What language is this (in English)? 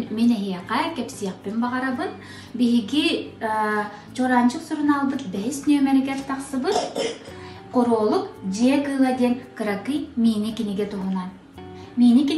Yakut